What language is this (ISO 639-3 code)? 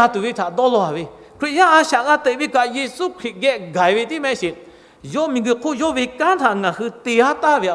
lhu